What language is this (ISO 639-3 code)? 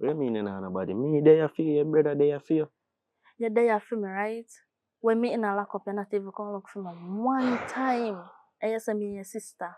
jam